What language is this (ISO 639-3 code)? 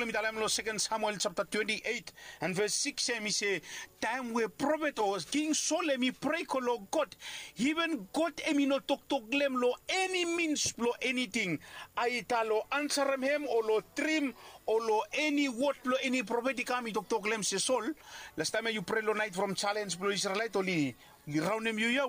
bis